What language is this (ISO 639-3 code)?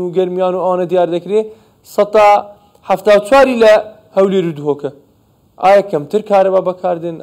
ckb